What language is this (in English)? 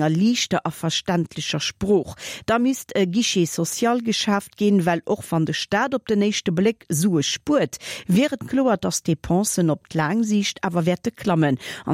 Luxembourgish